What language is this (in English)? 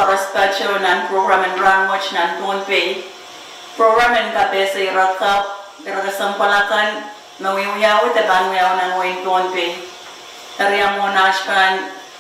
Pohnpeian